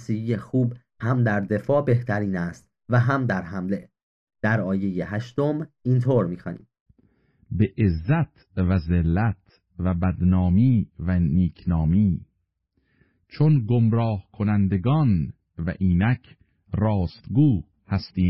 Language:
Persian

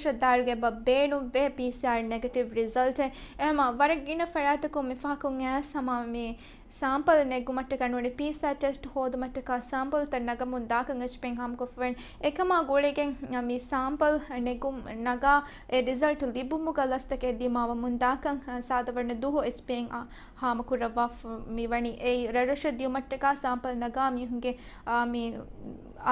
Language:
Divehi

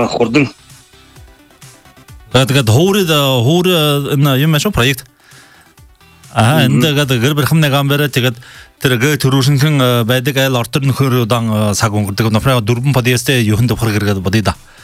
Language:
Buriat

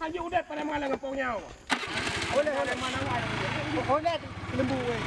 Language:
Achinese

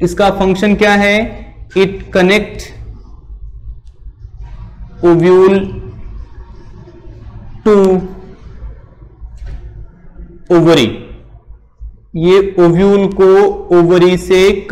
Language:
Hindi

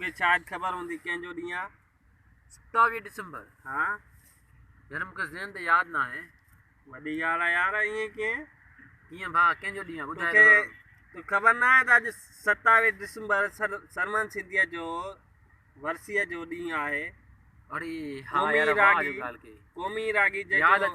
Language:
Sindhi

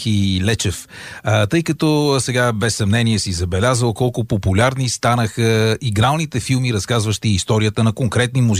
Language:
Bulgarian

